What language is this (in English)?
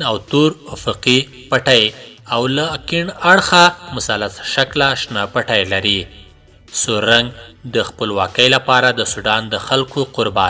Pashto